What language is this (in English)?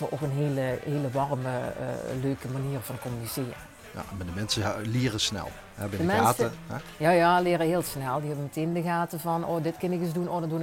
Limburgish